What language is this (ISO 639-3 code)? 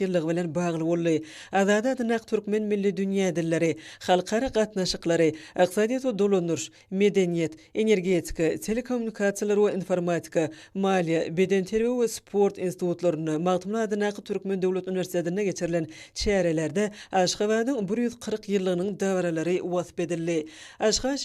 tuk